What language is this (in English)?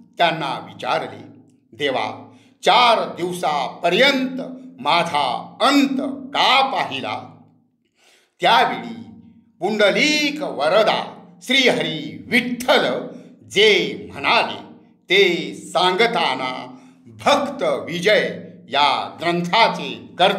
Marathi